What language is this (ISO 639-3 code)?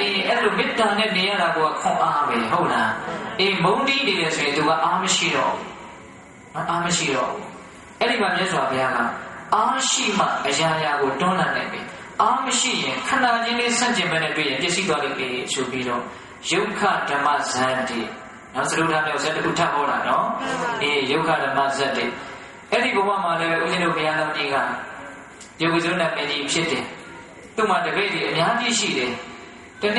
mya